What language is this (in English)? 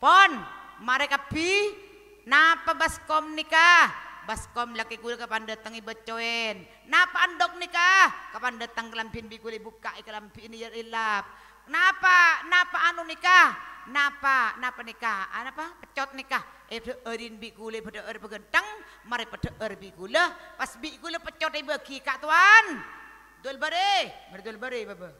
Madurese